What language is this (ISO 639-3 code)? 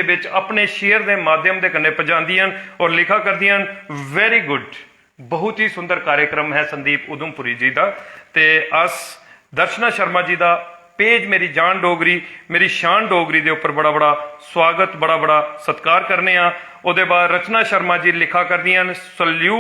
doi